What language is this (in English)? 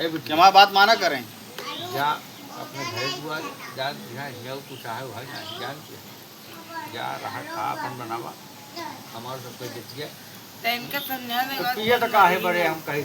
Awadhi